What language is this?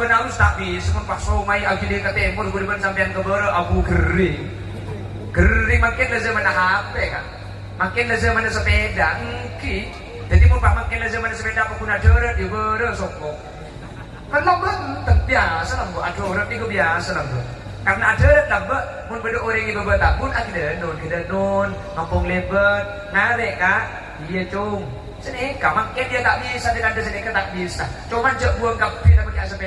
Madurese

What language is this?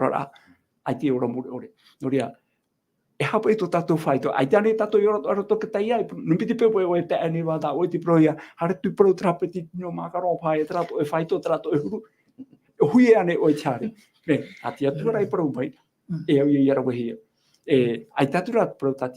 Tahitian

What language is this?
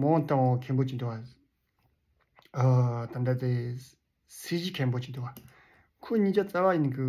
Tibetan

